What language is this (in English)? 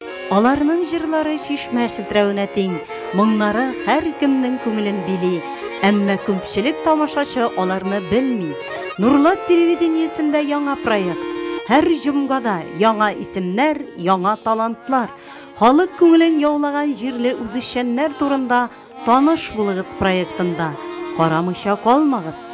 Tatar